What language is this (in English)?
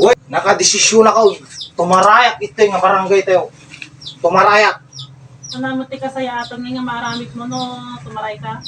Iloko